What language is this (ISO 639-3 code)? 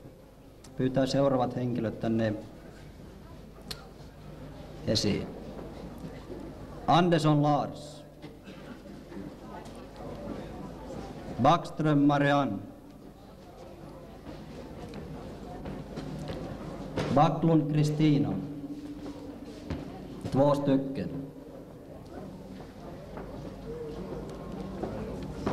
fin